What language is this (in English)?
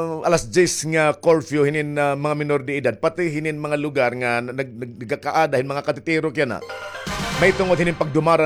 Waray